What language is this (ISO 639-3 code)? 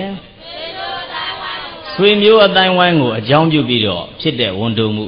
mya